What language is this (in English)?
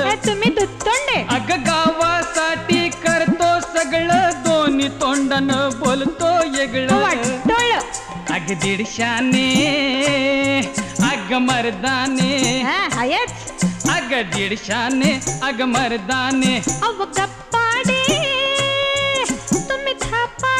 Marathi